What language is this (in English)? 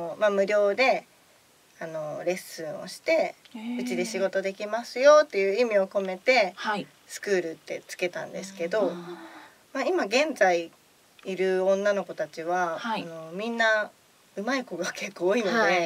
Japanese